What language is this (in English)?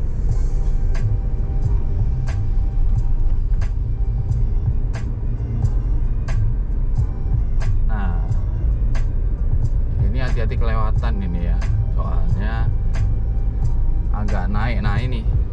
Indonesian